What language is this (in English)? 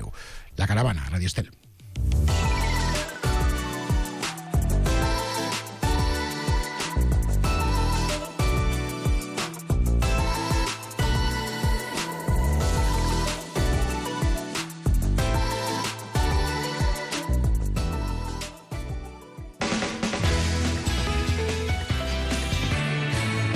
Catalan